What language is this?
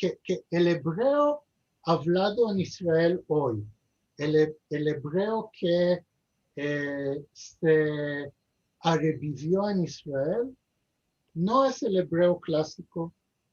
Ladino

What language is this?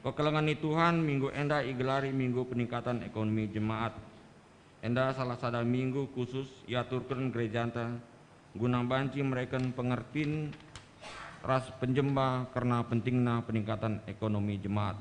Batak Karo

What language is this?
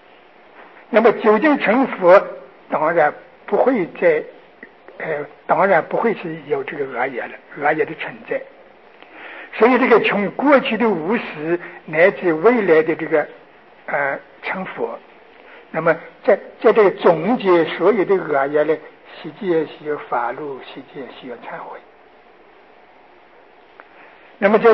Chinese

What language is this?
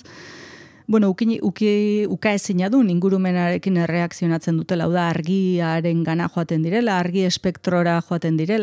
Basque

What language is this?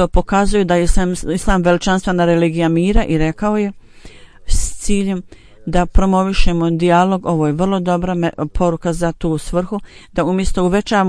Bosnian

